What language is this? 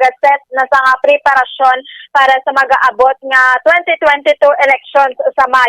Hiligaynon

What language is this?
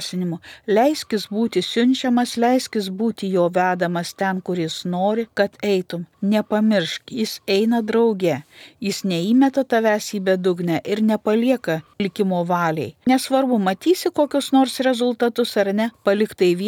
Lithuanian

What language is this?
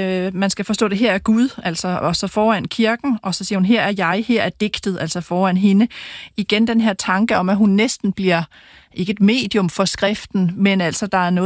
Danish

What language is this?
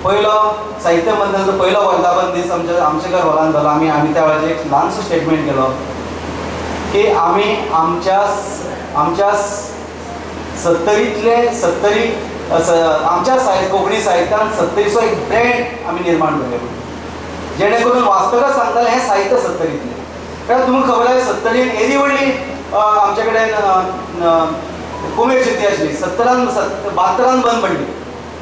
Konkani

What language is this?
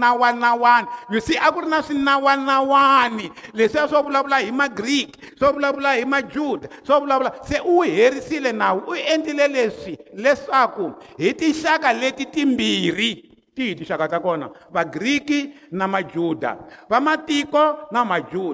Tsonga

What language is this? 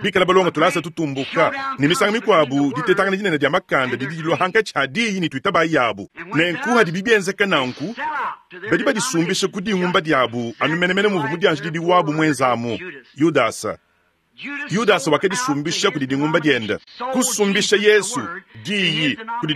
Luba-Lulua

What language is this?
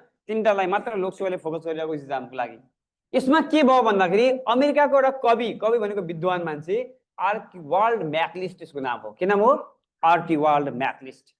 Nepali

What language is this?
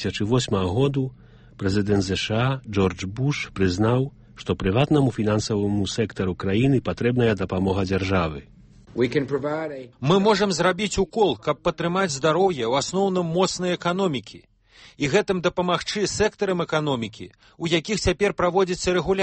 Belarusian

